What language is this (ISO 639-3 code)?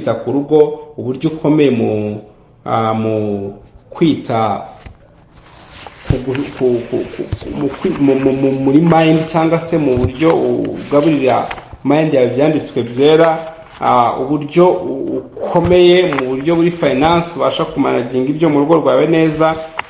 kin